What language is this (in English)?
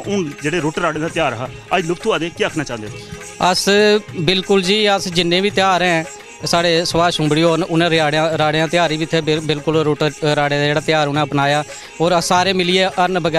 Dogri